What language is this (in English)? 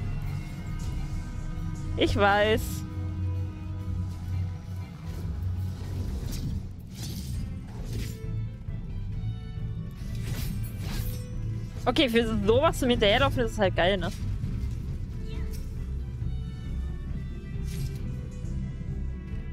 German